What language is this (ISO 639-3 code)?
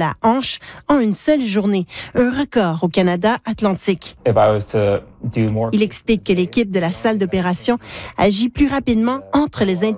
fra